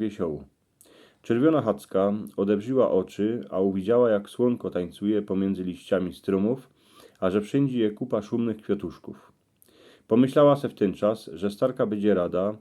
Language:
Silesian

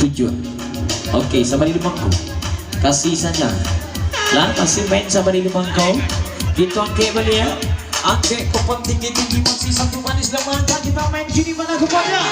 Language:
Minangkabau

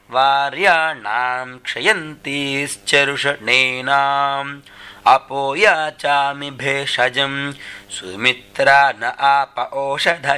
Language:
Sanskrit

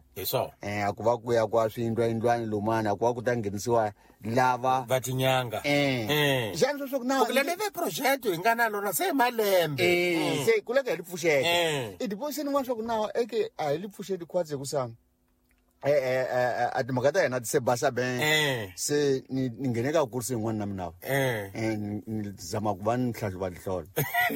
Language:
Tsonga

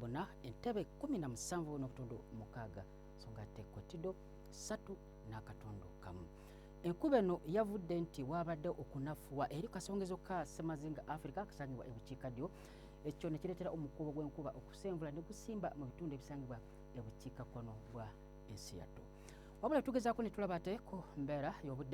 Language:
Ganda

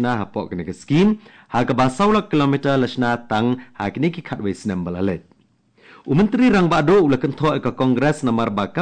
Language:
Khasi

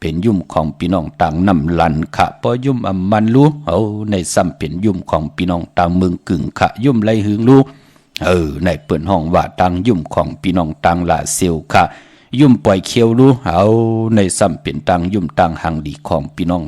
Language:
Shan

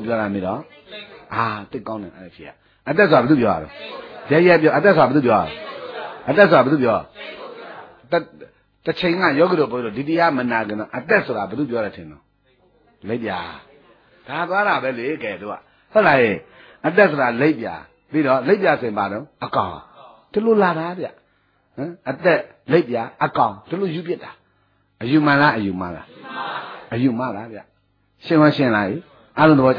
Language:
Burmese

